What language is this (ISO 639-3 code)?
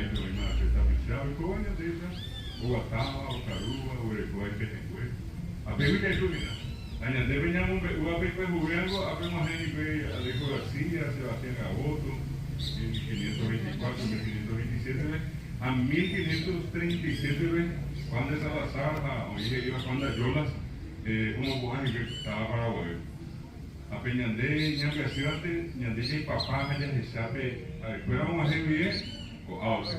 grn